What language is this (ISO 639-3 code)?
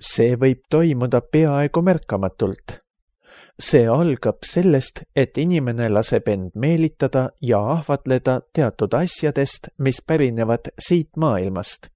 est